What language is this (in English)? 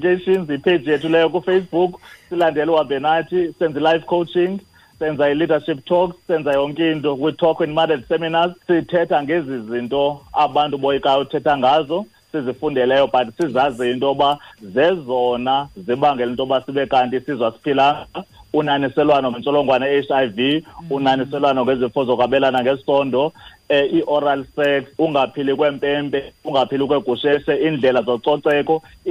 Xhosa